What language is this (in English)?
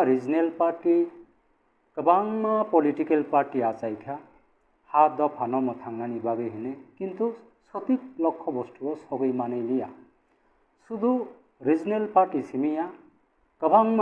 Kok Borok